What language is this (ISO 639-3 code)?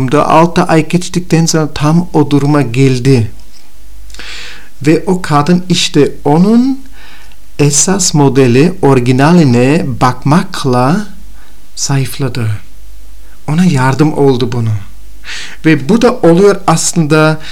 tur